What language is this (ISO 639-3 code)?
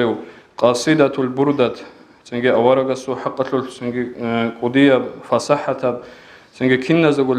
ava